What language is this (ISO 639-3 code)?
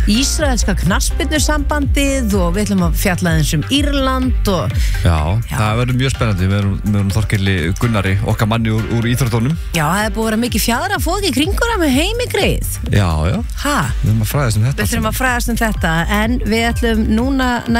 isl